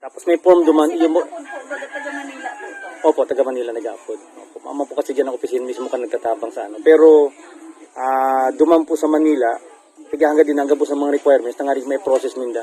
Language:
Bikol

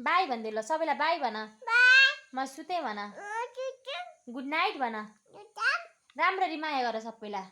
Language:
Nepali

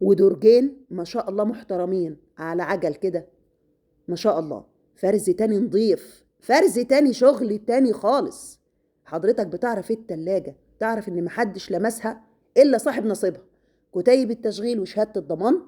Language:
Egyptian Arabic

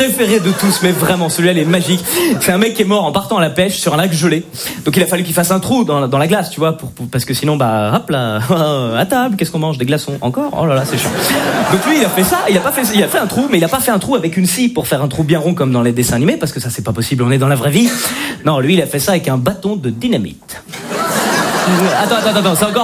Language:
French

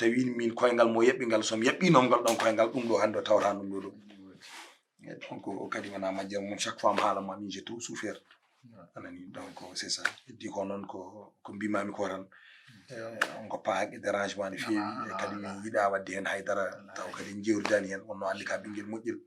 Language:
Fula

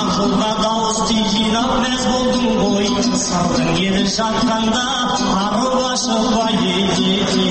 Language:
Kazakh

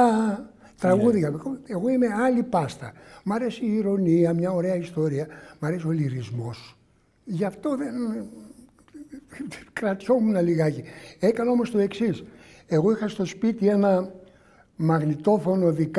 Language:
Greek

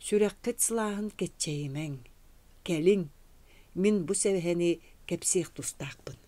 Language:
Yakut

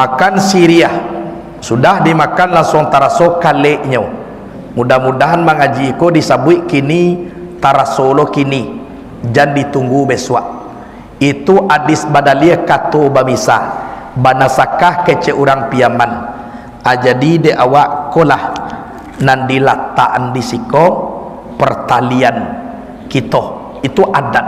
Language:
Minangkabau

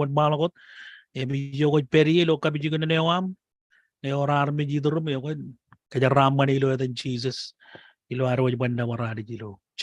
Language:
Marshallese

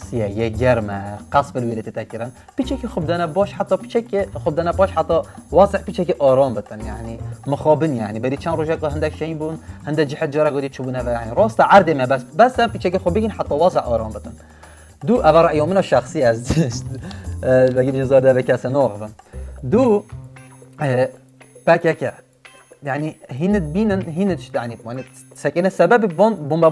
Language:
Kurdish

